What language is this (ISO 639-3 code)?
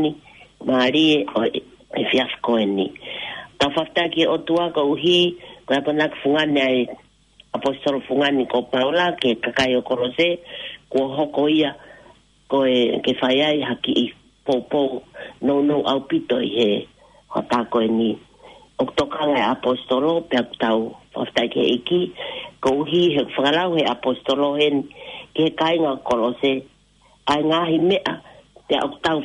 ton